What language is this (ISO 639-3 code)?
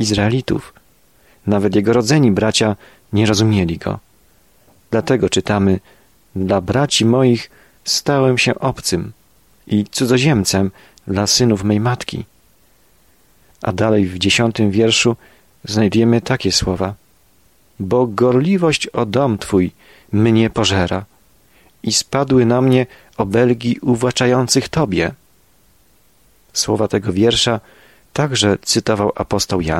pol